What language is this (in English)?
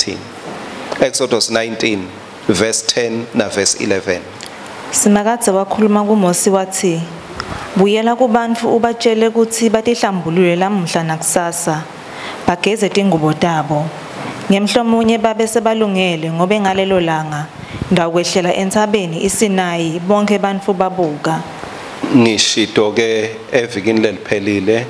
Swati